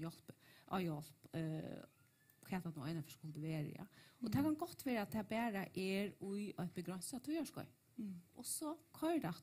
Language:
Faroese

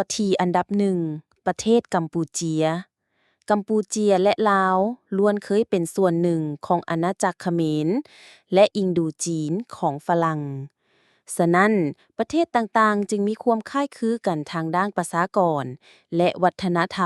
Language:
Lao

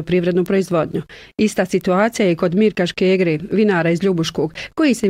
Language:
Bosnian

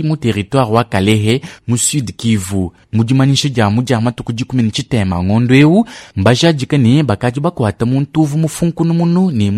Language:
Luba-Lulua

